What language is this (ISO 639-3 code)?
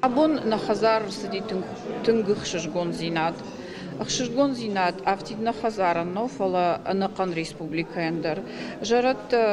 oss